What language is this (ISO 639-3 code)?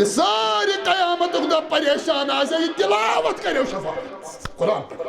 kas